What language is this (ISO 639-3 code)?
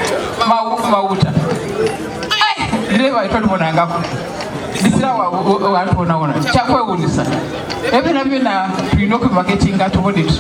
xog